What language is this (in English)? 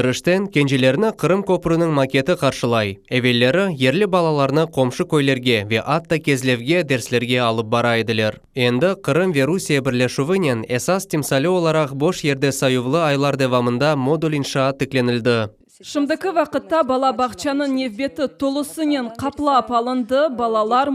Crimean Tatar